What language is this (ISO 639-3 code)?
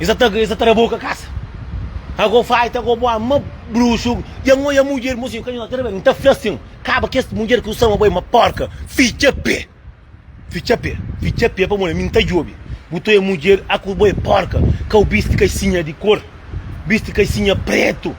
kea